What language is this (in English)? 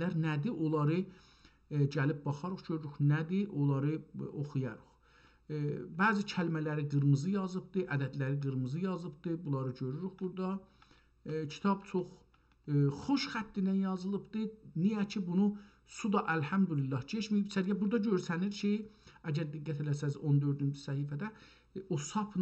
South Azerbaijani